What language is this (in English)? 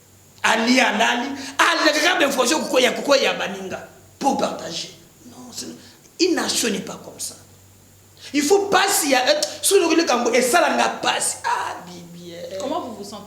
Lingala